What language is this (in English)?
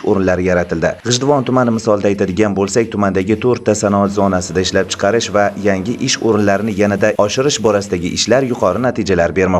Uzbek